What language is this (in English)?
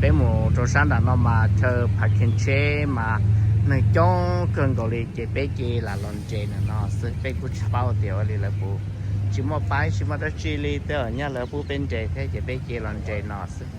Hmong